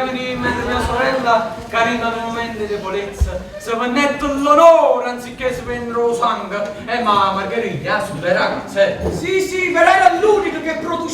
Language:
Neapolitan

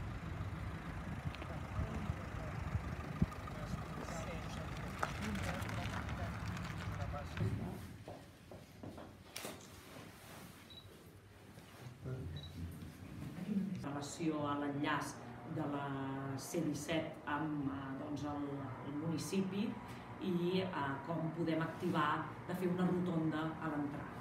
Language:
Catalan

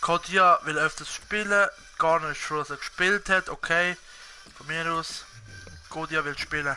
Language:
Swiss German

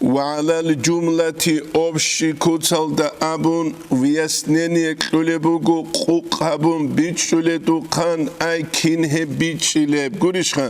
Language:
Avaric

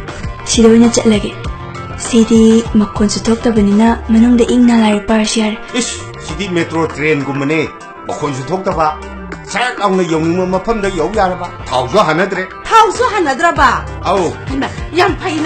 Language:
Manipuri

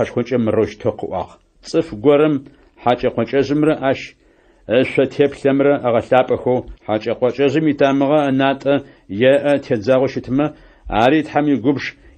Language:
Adyghe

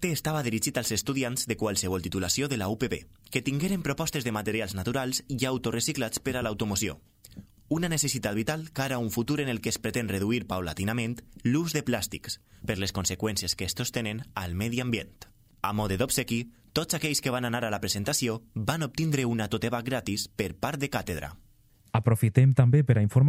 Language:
Catalan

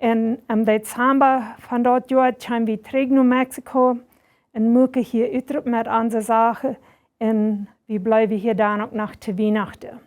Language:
Plautdietsch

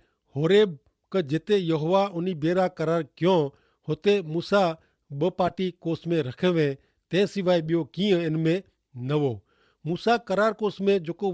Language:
Kachhi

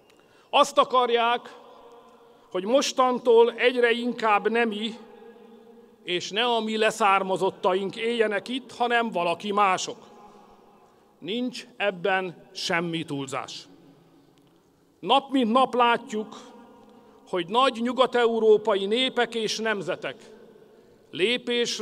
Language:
Hungarian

